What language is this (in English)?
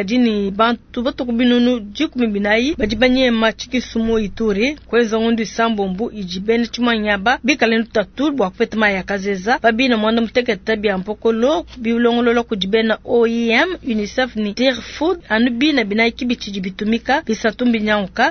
Luba-Lulua